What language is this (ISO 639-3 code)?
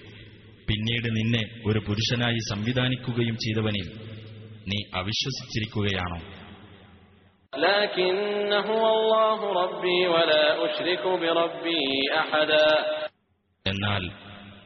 mal